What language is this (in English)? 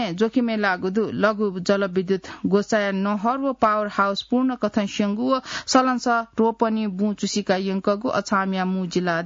Newari